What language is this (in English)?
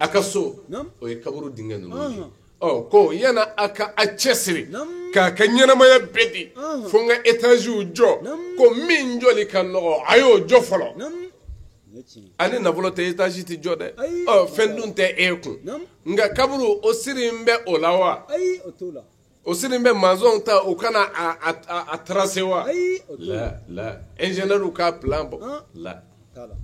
Bambara